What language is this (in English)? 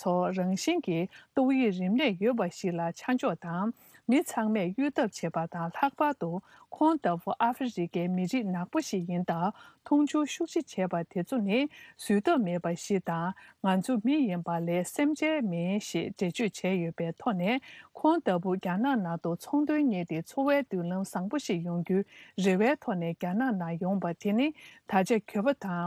Tibetan